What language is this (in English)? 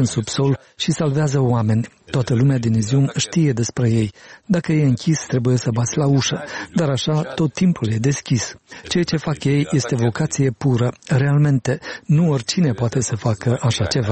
Romanian